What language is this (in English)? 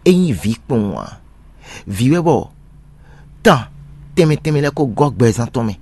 Fon